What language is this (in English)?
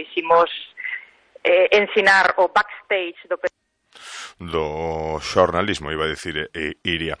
Galician